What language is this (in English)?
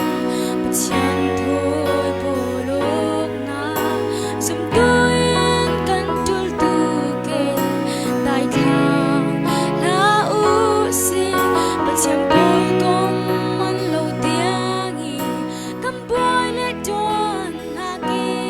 Falam Chin